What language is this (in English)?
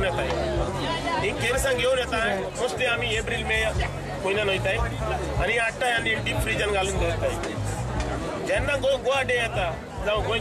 Konkani